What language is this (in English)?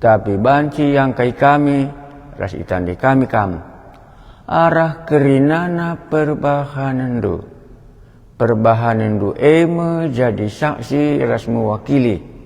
Batak Karo